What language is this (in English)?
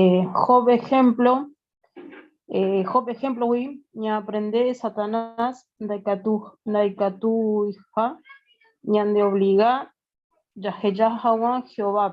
Guarani